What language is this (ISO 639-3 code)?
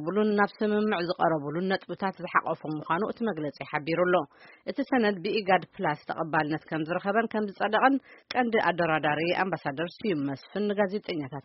tir